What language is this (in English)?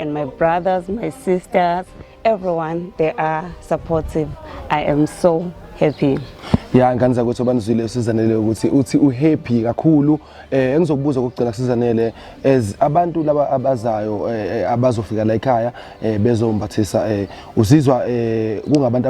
Zulu